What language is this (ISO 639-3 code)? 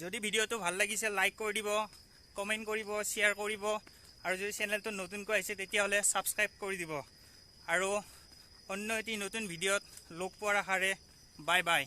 asm